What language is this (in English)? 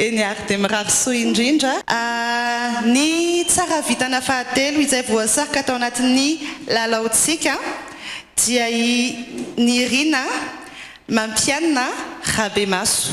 Malagasy